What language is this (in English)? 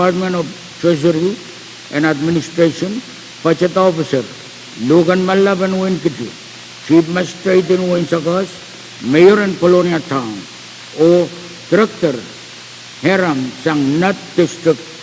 Pohnpeian